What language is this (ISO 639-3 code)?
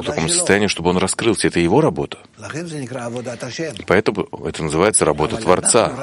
rus